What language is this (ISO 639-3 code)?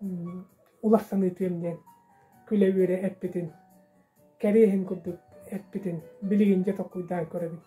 sah